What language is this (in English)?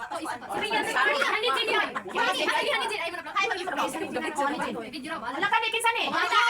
Cebuano